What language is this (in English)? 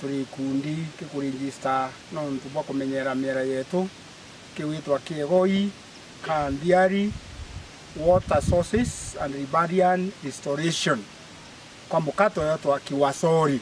Meru